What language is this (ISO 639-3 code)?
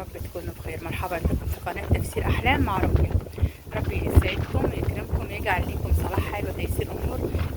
arz